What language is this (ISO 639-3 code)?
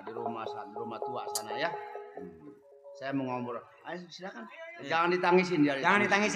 bew